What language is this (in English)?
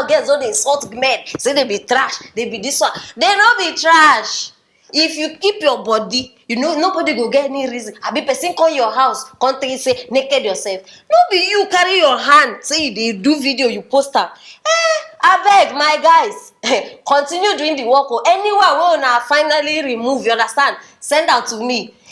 Nigerian Pidgin